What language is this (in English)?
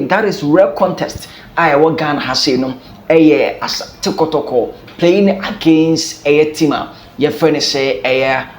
Akan